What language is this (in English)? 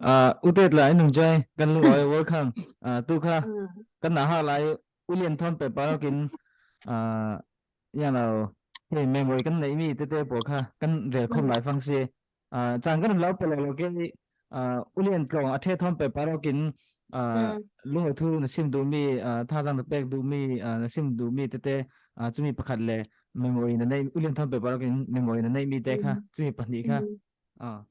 Falam Chin